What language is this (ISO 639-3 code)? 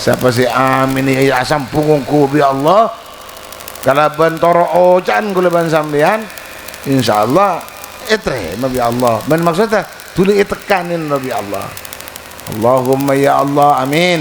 mad